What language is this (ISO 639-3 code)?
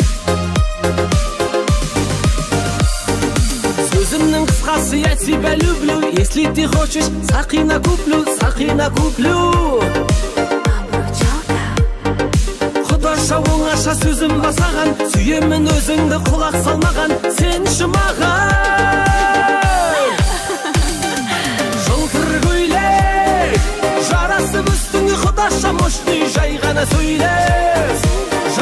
kaz